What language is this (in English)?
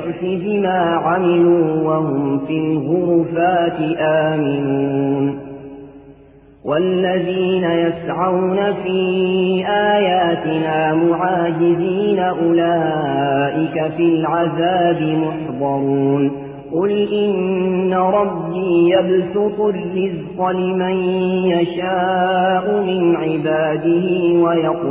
Arabic